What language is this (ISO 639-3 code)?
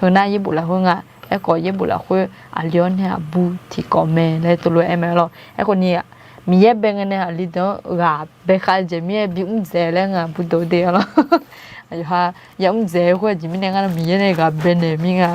ahk